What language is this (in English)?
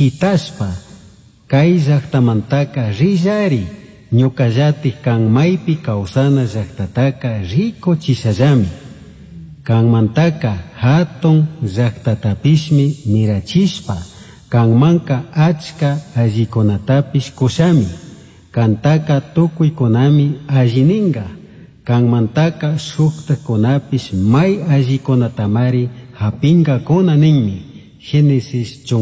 Chimborazo Highland Quichua